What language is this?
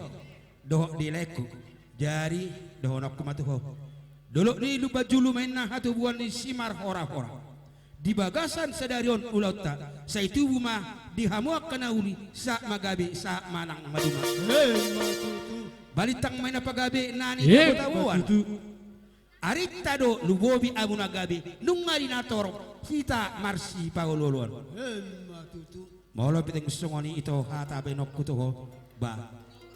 Batak Toba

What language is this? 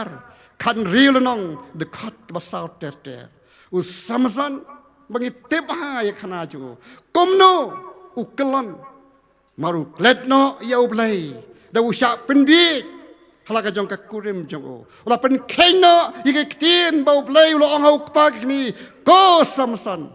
Khasi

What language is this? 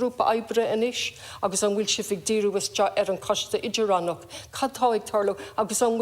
Irish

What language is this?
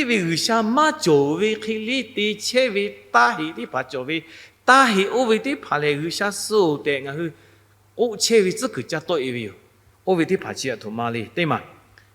Lahu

